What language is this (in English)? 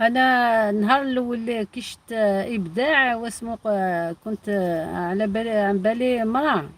Algerian Arabic